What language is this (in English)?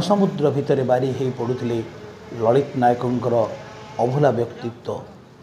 Odia